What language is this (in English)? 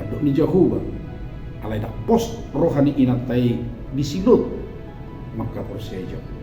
Batak Toba